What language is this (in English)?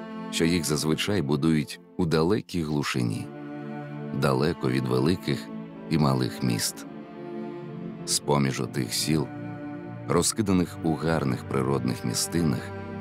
Ukrainian